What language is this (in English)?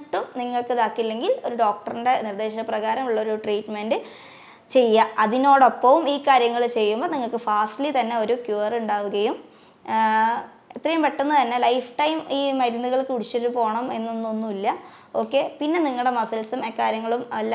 Malayalam